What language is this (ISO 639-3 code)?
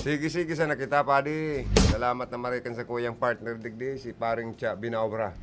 bik